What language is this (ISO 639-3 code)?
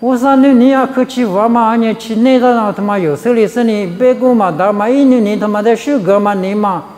lis